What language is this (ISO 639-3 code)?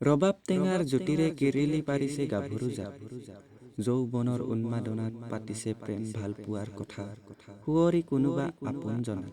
asm